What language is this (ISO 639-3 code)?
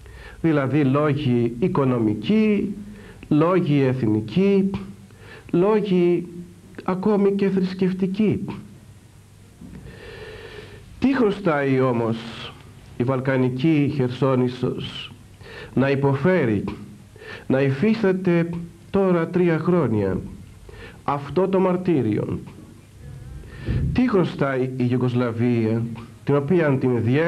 ell